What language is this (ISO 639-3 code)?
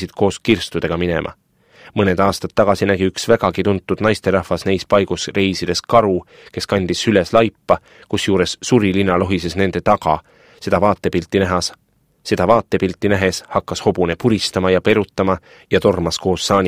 est